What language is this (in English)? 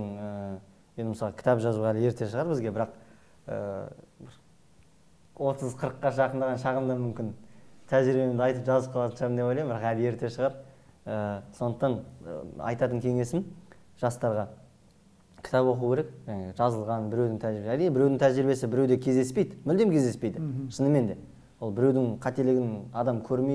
Kazakh